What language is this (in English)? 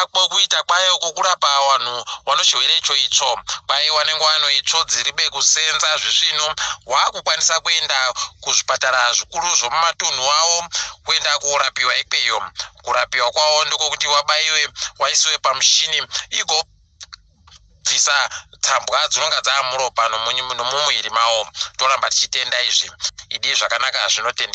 Ndau